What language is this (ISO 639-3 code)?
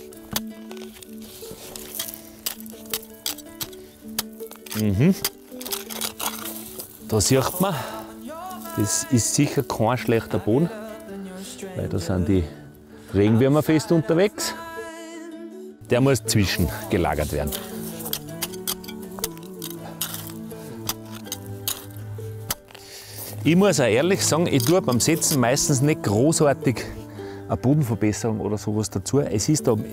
deu